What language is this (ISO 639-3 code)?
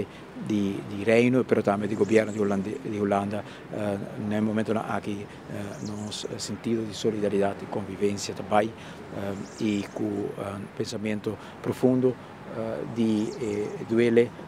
pap